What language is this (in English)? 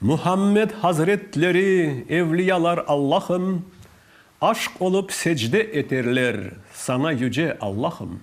Crimean Tatar